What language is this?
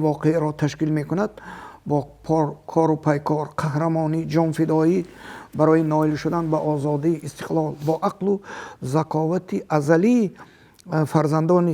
Tajik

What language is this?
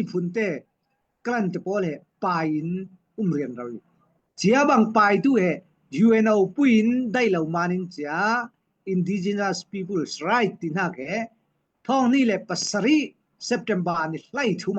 Falam Chin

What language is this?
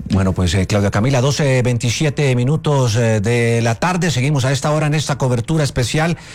Spanish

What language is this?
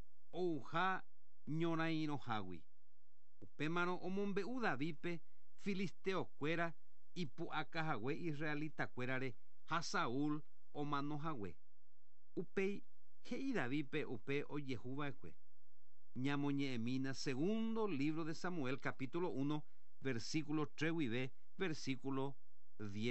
Guarani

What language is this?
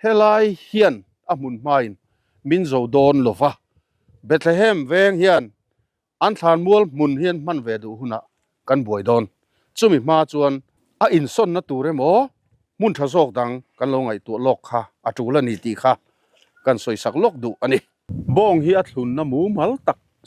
Mizo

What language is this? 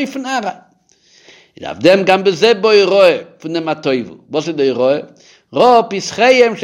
Yiddish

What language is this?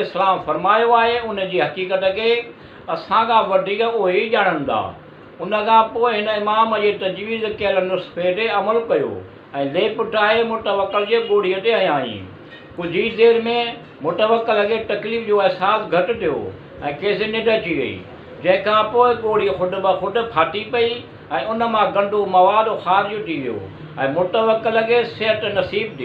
Sindhi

